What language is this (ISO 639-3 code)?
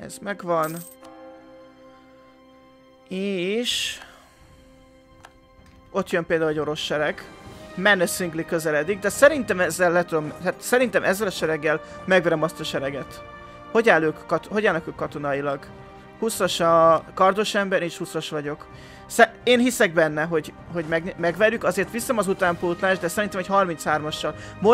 hun